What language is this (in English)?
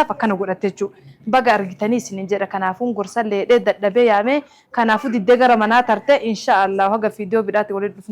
Oromo